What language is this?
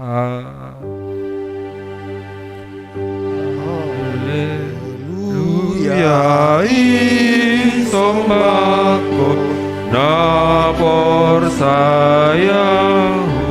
Batak Simalungun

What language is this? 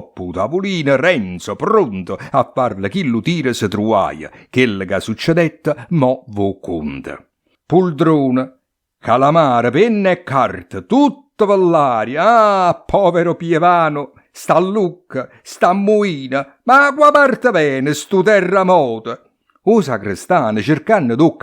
Neapolitan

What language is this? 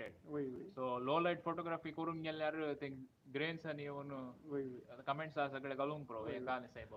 Konkani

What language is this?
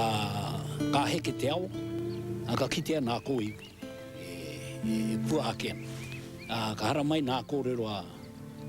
Māori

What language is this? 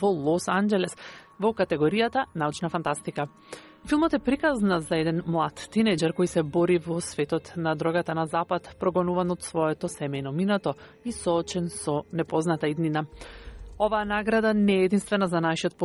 Macedonian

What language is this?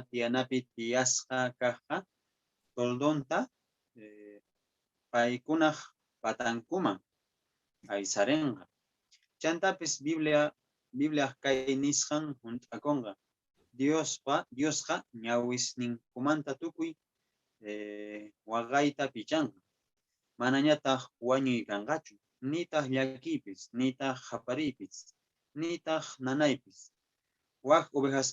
Quechua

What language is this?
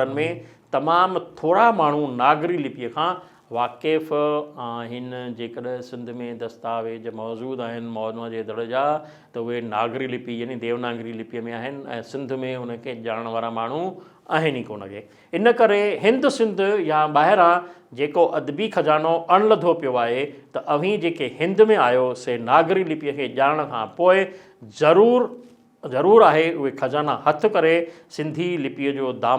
Sindhi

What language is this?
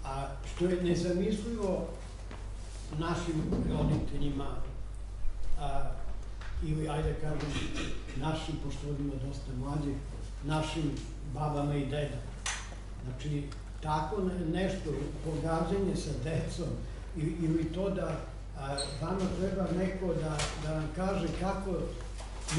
Serbian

